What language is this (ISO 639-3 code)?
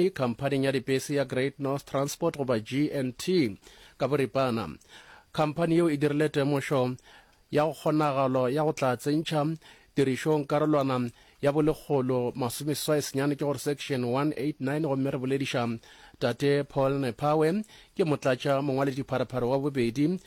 nso